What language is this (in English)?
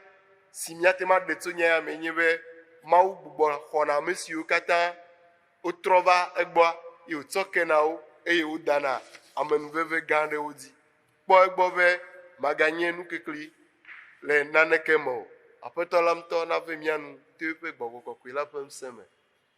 Ewe